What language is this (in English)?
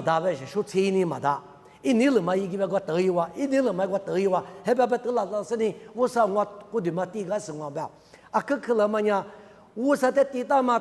Lisu